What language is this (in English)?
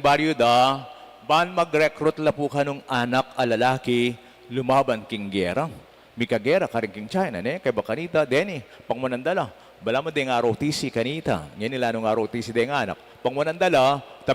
Pampanga